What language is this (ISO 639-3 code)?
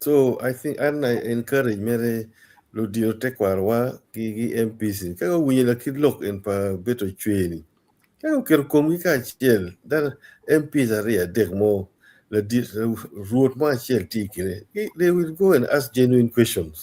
ach